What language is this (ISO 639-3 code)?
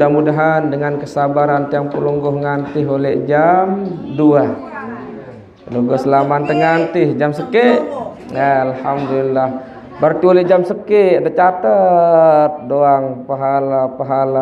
sas